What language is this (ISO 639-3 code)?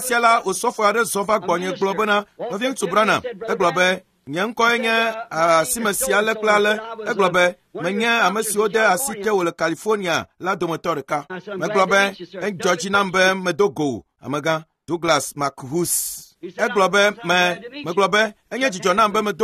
ewe